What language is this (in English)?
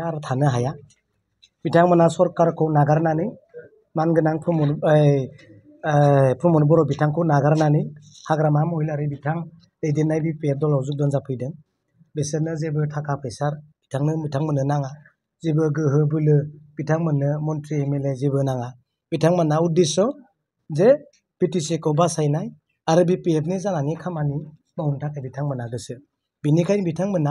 Bodo